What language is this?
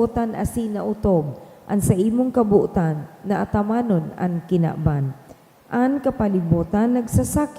Bikol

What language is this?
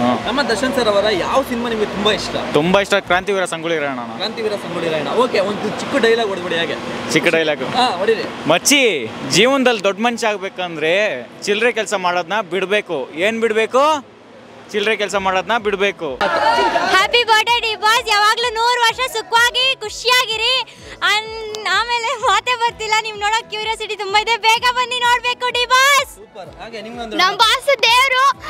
Kannada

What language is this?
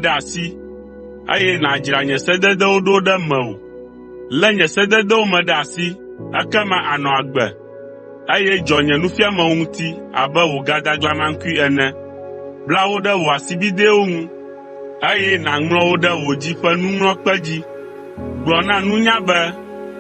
Ewe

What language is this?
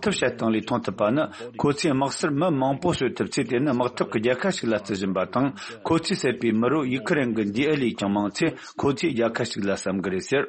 Tibetan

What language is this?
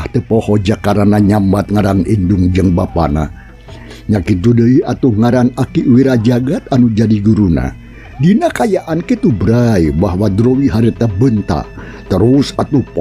Sundanese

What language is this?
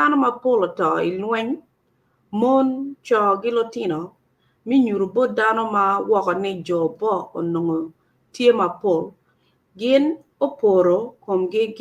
Acoli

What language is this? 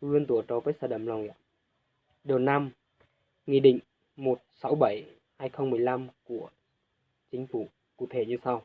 Hmong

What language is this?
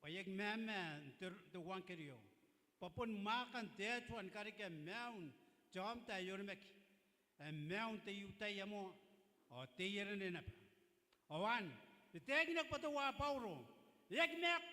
Gilbertese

